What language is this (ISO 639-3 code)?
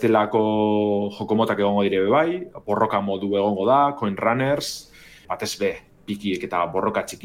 eus